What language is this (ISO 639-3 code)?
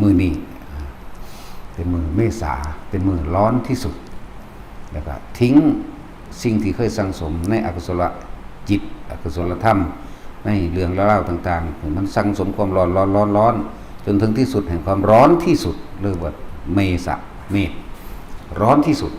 tts